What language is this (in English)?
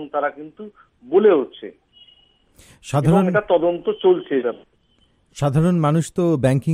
Bangla